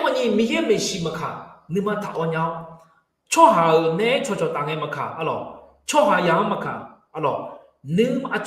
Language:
Akha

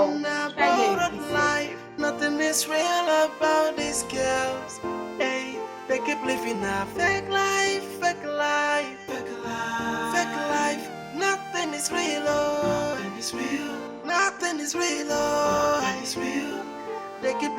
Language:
Nigerian Pidgin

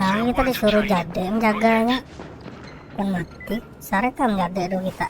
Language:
Banjar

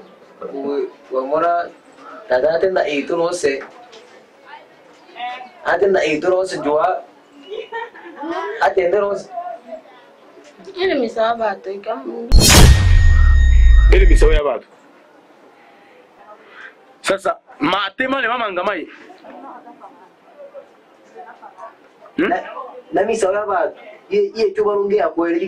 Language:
Swahili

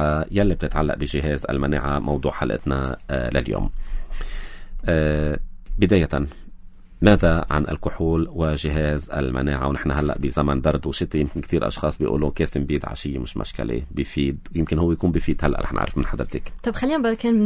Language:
North Levantine Arabic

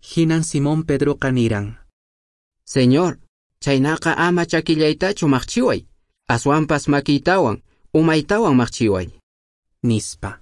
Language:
Quechua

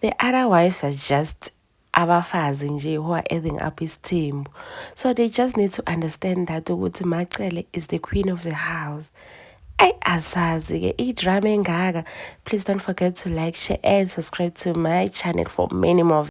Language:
Zulu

